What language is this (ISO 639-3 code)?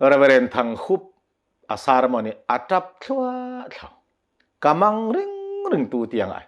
cnh